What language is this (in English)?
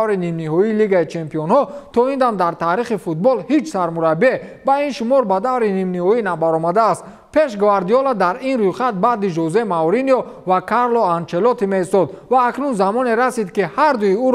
Tajik